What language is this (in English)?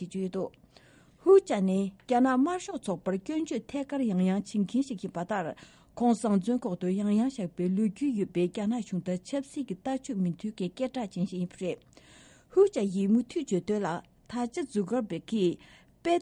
Tibetan